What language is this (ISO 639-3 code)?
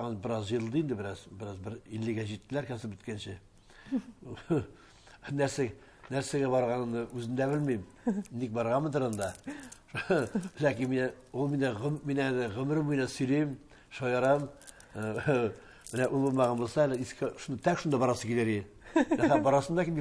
tat